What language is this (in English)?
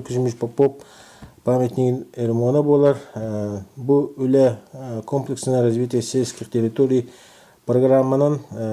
Yakut